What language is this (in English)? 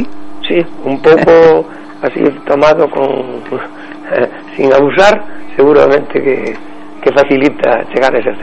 Galician